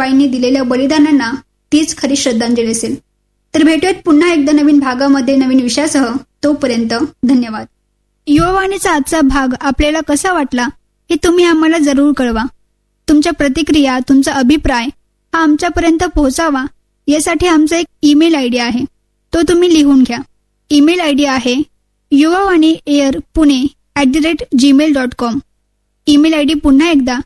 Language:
Marathi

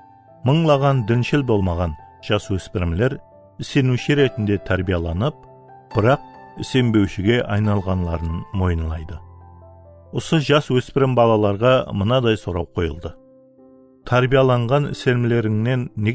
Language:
Kara-Kalpak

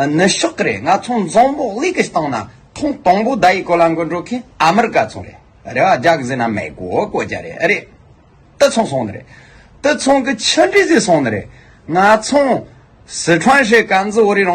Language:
Tibetan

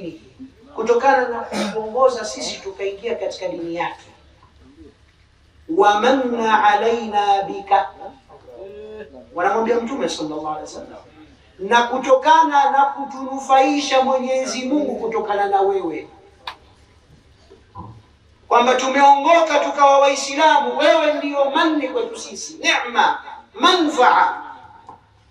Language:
Swahili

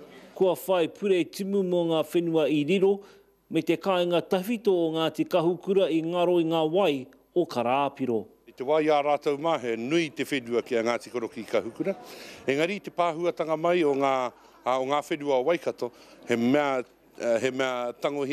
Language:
Māori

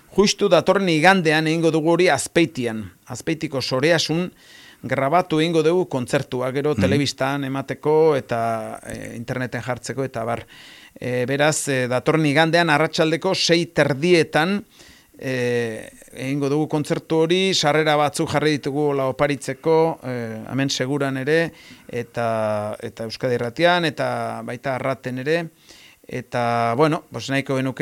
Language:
Basque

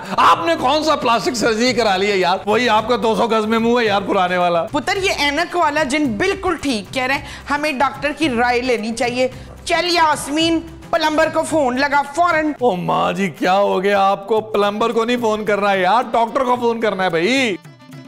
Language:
Hindi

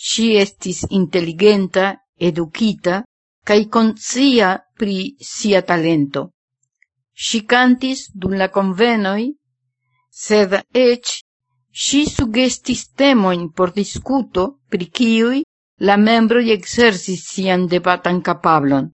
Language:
Esperanto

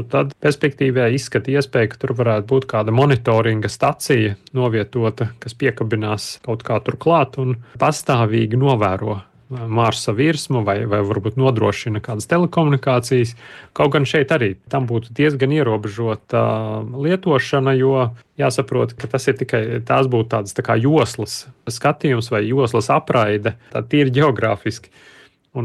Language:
Latvian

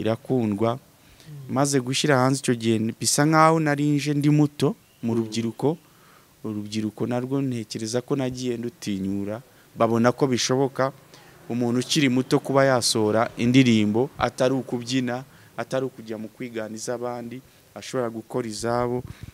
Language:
Kinyarwanda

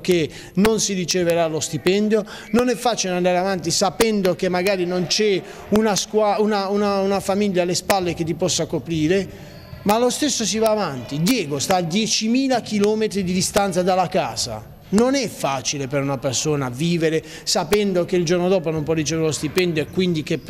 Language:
Italian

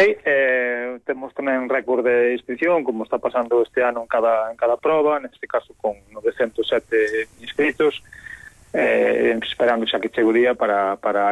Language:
Galician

